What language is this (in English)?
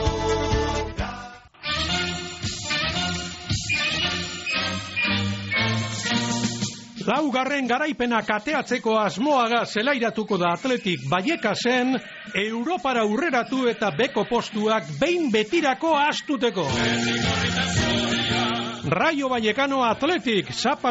Basque